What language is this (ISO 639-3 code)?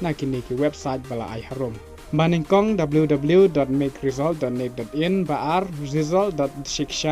kha